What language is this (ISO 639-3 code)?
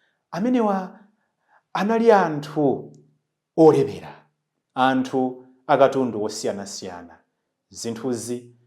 nya